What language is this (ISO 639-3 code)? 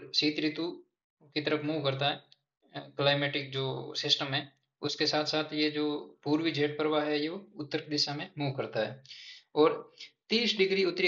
hin